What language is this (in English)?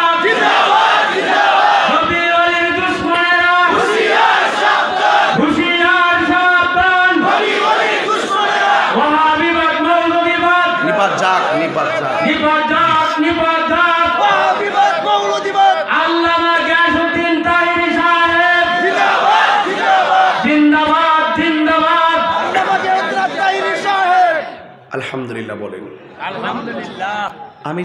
Sylheti